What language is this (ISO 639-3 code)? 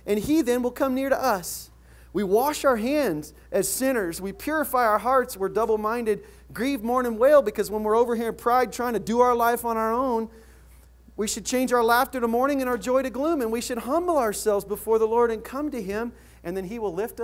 eng